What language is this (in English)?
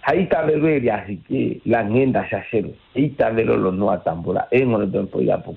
Kuanyama